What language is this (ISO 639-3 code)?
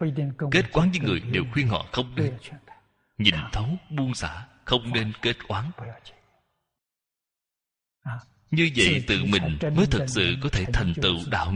vie